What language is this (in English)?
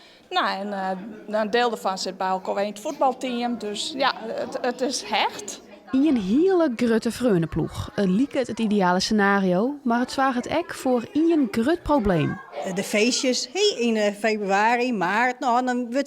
Western Frisian